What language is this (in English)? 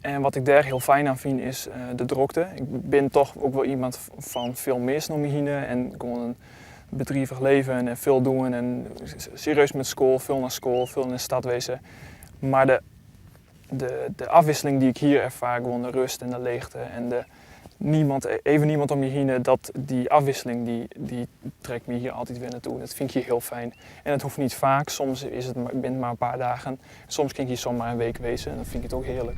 Western Frisian